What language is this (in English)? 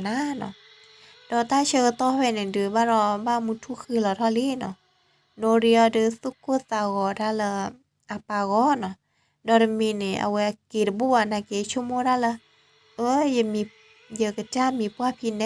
S'gaw Karen